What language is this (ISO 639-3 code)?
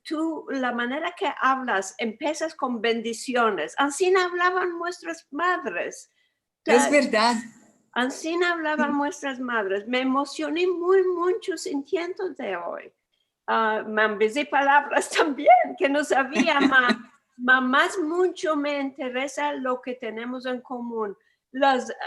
lad